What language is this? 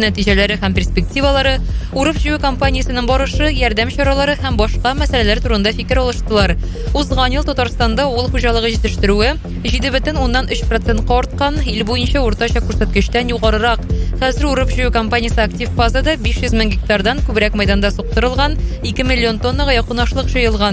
Tatar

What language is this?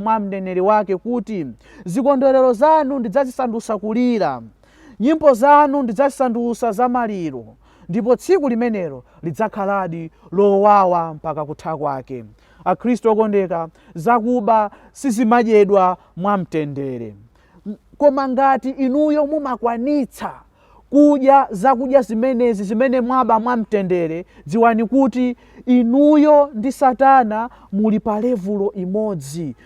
Nyanja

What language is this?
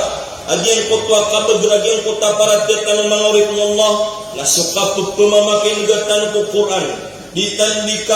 Maranao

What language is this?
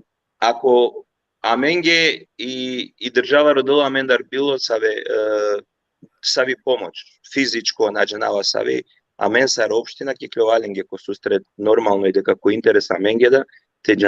Balkan Romani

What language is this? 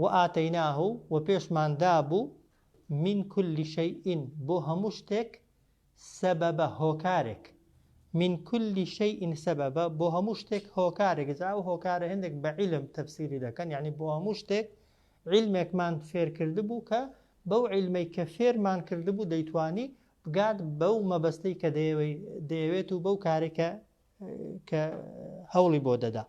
Central Kurdish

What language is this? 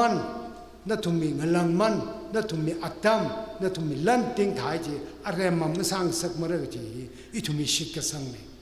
Tangkhul Naga (India)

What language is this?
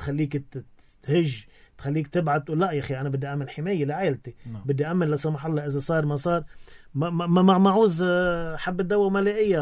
North Levantine Arabic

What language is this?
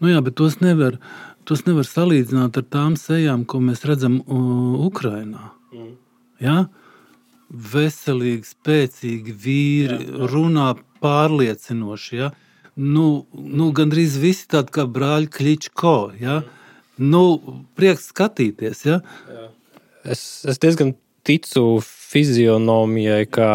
Latvian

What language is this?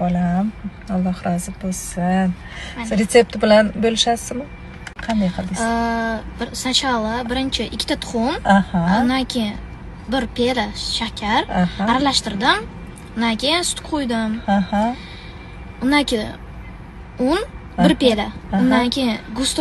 Uzbek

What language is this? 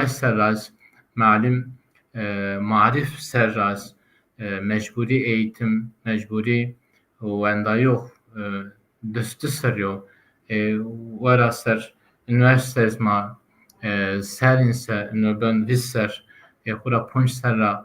Zaza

